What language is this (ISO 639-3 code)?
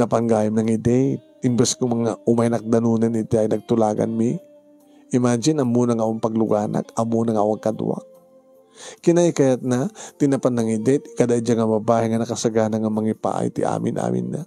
ilo